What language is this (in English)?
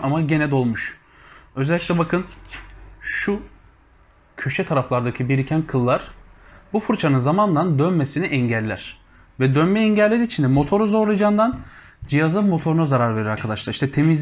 Turkish